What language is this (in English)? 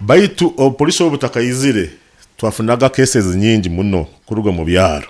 Nyoro